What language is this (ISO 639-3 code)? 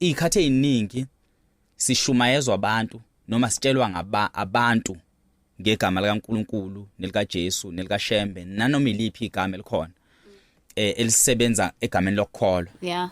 zul